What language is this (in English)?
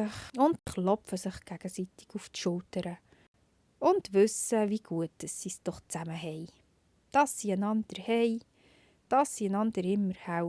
Swiss German